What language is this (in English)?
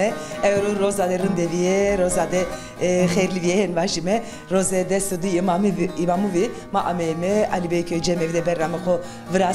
Zaza